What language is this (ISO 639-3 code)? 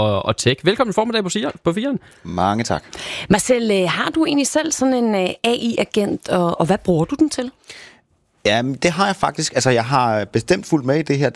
dan